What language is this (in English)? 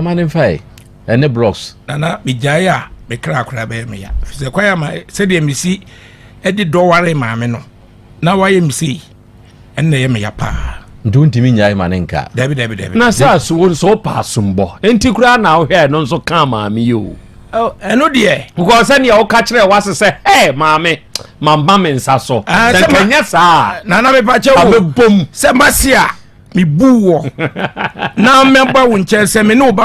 Akan